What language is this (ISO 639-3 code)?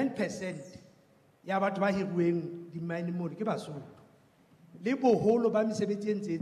sot